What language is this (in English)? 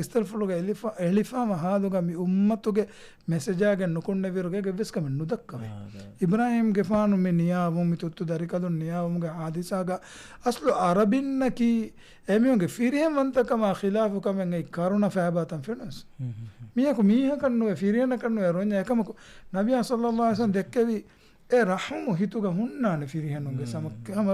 Divehi